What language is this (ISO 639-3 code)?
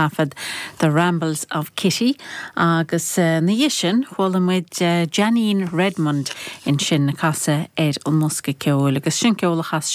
gle